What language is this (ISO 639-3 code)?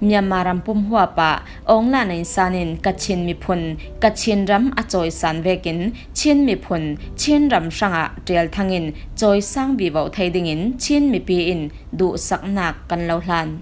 cfm